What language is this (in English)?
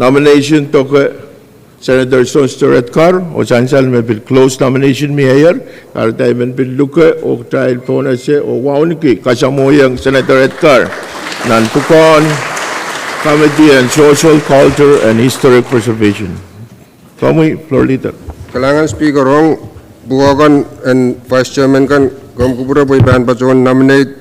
Pohnpeian